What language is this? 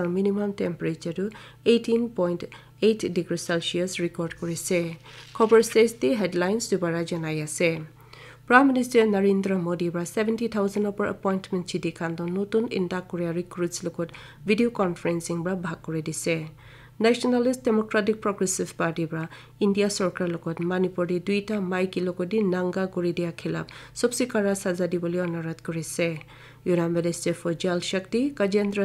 Naga Pidgin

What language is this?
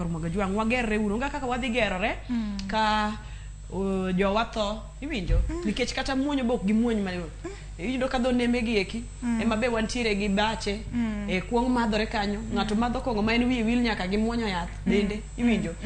Luo (Kenya and Tanzania)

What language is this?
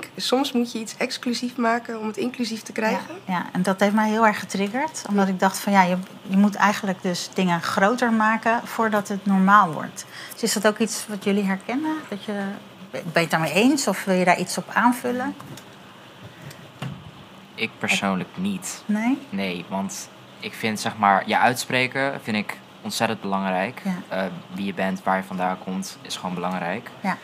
Dutch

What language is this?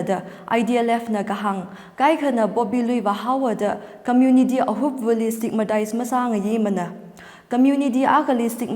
Tangkhul Naga (India)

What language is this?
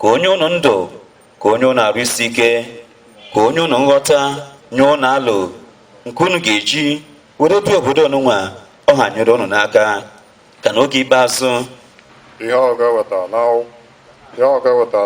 Igbo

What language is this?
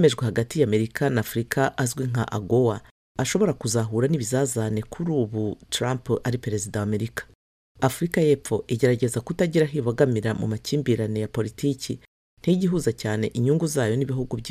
Kinyarwanda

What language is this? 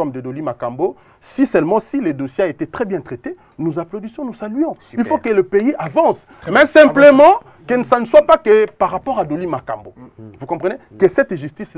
French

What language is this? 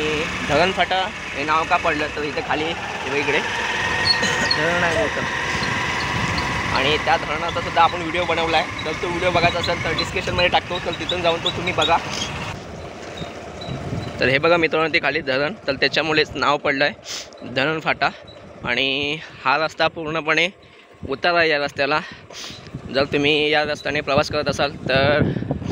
Marathi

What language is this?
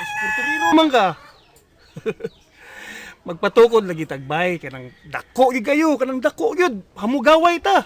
Cebuano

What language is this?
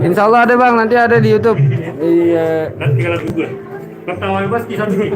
Betawi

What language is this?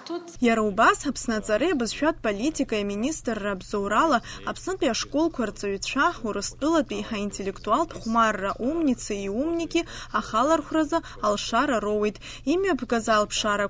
Abkhazian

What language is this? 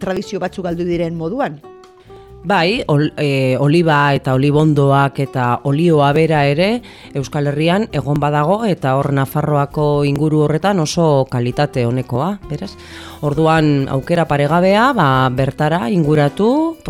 Basque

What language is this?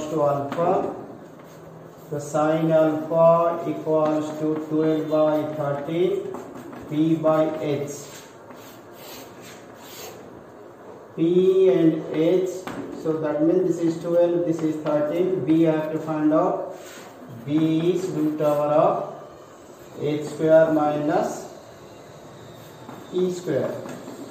English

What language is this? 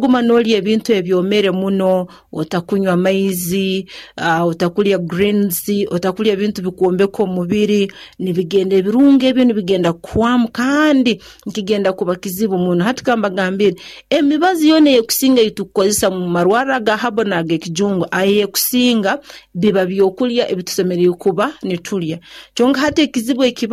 Nyoro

